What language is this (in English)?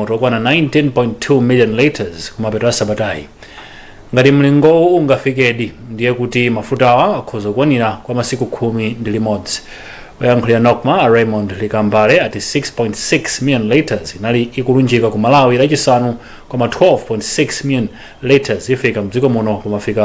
Nyanja